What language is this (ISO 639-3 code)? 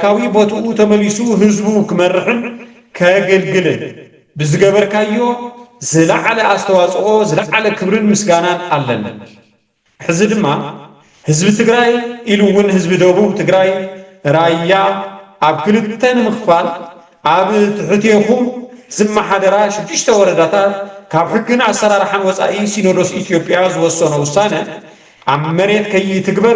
tir